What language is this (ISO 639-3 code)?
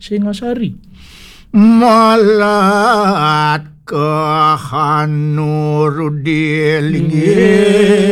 ban